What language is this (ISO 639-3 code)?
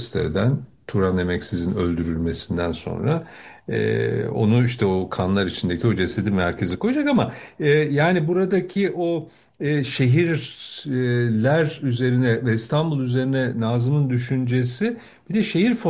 tur